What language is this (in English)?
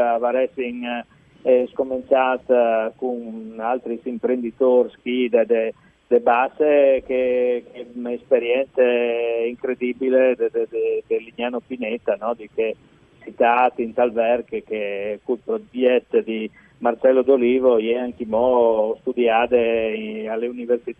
Friulian